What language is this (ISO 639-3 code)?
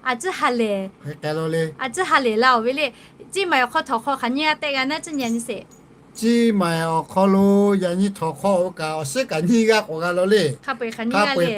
lhu